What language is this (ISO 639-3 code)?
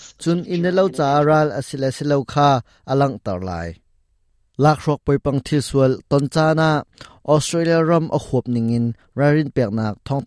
cnh